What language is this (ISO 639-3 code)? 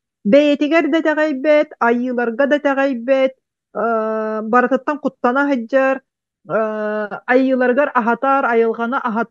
sah